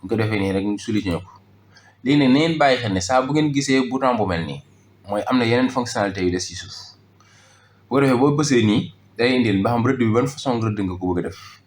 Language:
Wolof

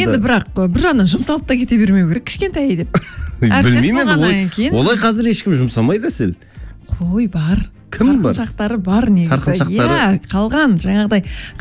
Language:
Kazakh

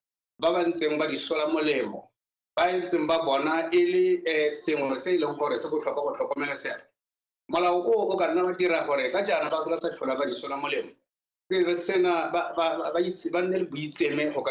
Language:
Tswana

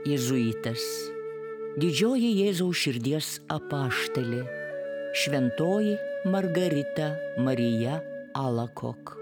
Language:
Lithuanian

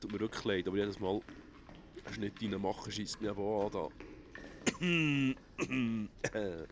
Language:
Swiss German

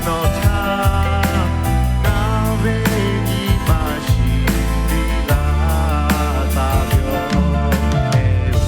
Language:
Lahu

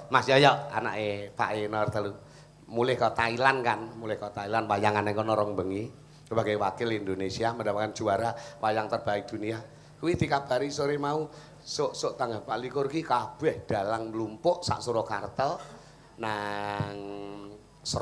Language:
Javanese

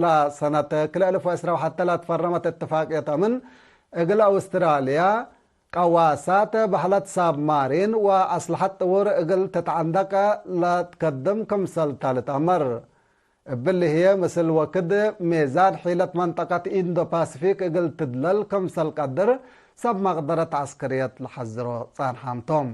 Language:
Tigre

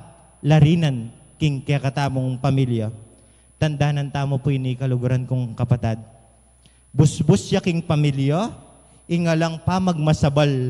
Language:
Pampanga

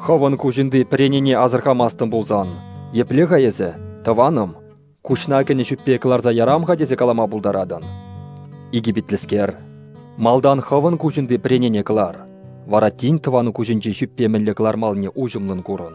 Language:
Chuvash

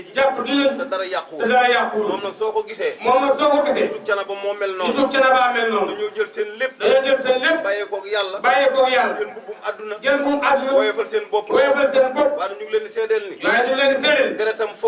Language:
Wolof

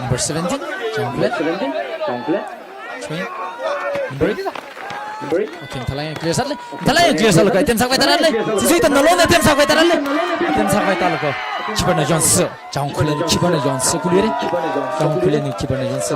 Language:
Tangkhul Naga (India)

